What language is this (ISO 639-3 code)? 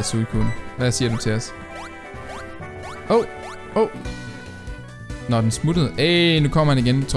dan